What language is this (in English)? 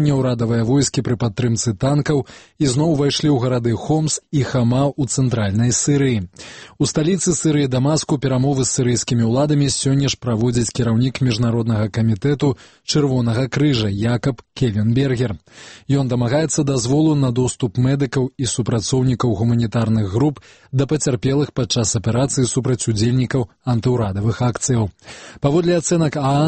Belarusian